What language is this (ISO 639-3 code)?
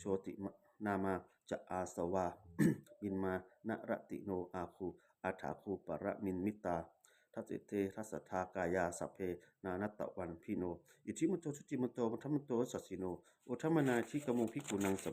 pli